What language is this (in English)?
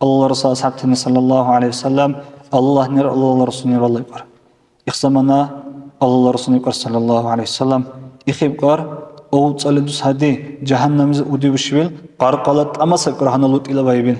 Dargwa